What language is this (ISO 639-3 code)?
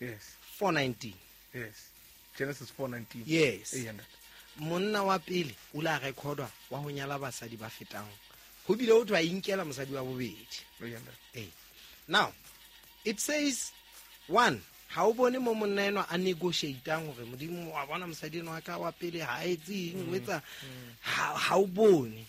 sot